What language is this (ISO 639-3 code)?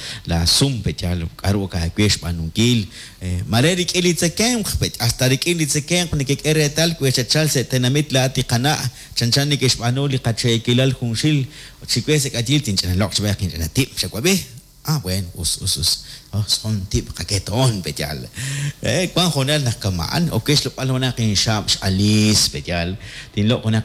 kek